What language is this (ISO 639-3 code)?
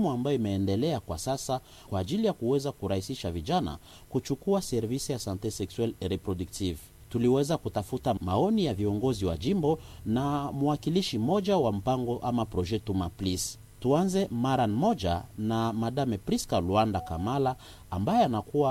swa